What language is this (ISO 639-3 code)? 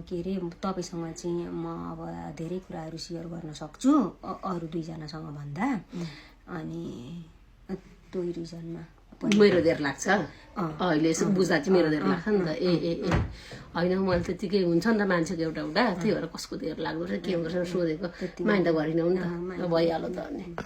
nep